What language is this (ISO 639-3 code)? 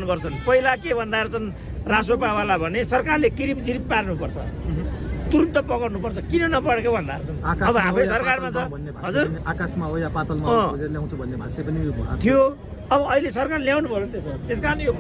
nep